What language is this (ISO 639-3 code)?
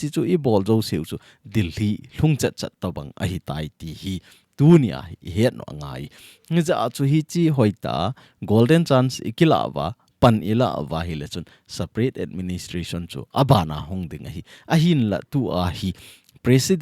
tcz